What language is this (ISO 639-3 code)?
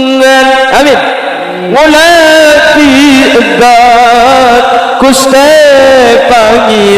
mad